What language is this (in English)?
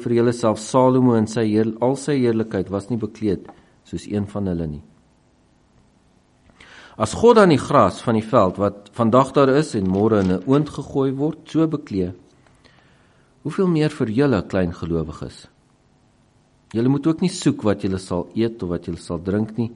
Afrikaans